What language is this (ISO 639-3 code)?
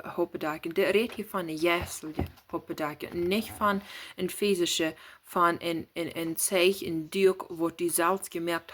pdt